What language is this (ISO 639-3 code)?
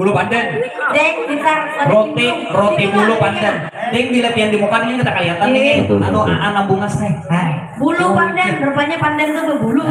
bjn